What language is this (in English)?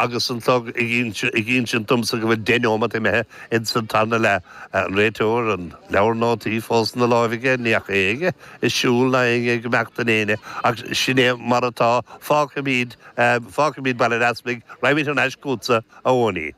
Irish